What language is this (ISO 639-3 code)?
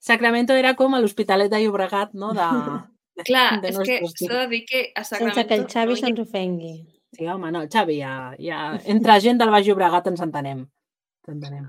cat